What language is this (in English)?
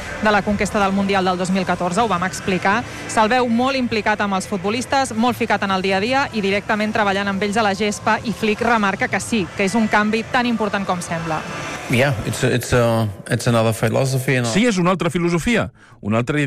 Catalan